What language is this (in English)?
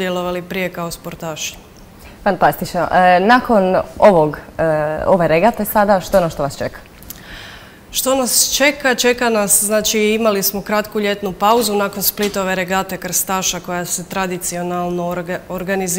Croatian